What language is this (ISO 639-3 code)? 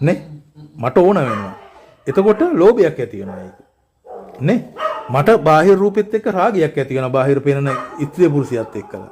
sin